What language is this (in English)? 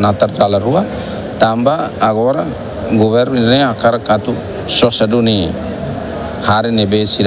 Tetum